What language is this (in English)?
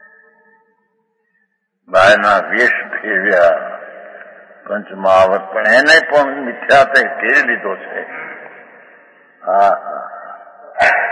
Gujarati